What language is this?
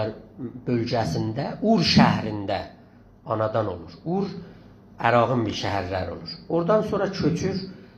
South Azerbaijani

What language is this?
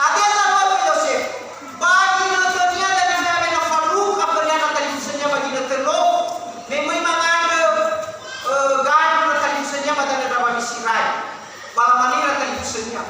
Nias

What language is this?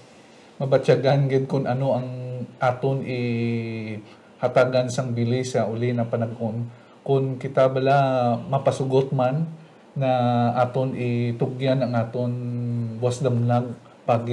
Hiligaynon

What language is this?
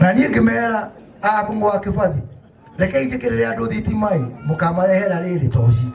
Kikuyu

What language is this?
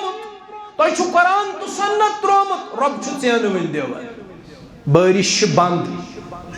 Kashmiri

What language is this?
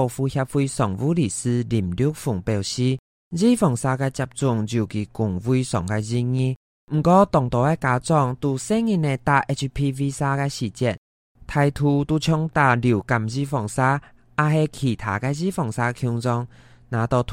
Hakka Chinese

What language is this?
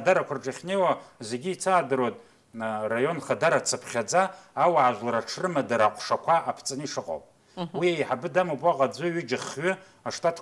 Abkhazian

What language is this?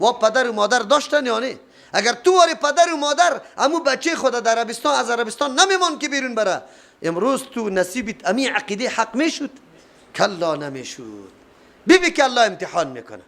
Persian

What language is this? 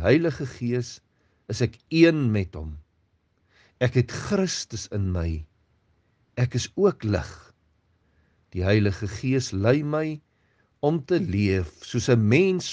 Afrikaans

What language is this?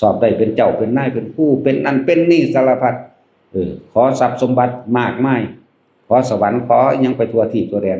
Northeastern Thai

